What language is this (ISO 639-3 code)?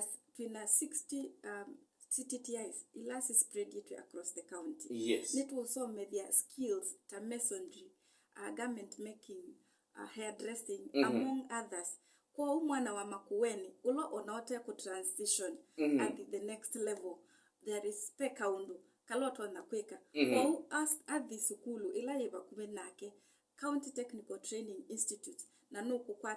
kam